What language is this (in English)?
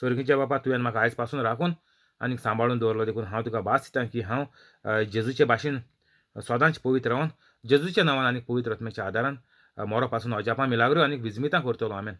Konkani